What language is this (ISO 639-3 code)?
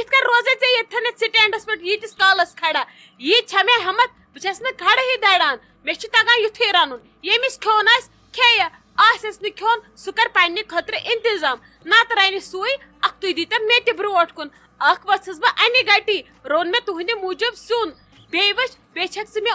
kas